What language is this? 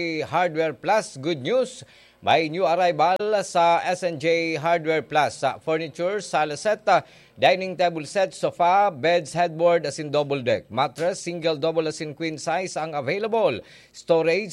Bikol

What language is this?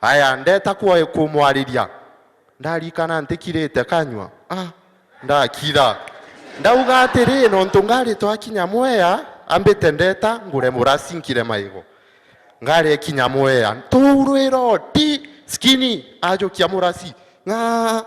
Meru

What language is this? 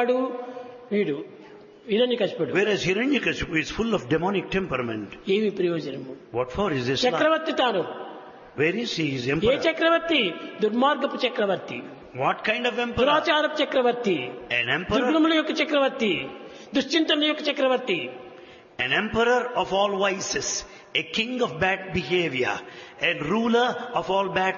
Telugu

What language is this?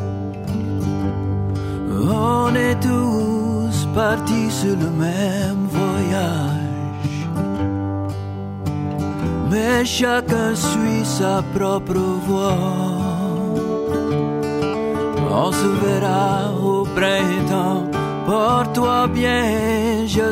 Cajun French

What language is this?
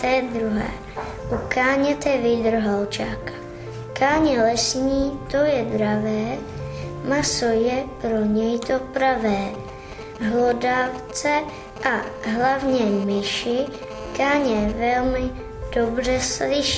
Czech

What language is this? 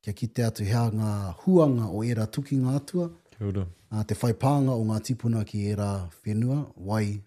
Māori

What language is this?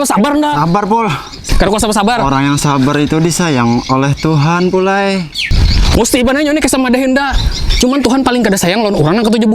Banjar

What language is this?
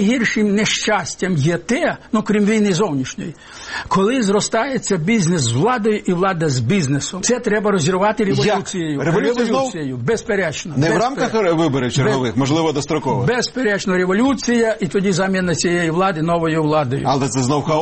Ukrainian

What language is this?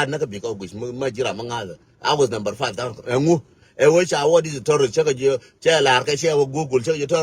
Nuer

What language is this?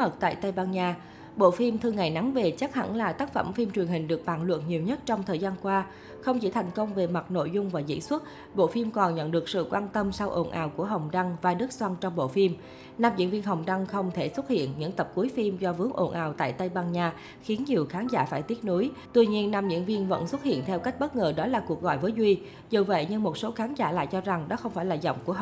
Vietnamese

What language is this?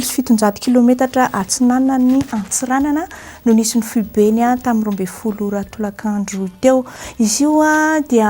Malagasy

